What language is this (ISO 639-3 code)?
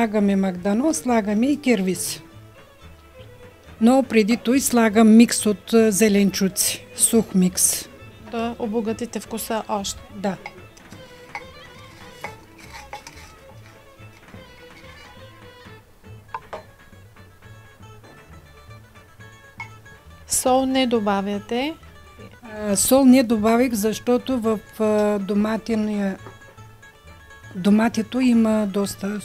bul